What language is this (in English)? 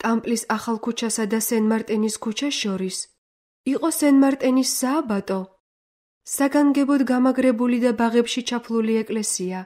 Georgian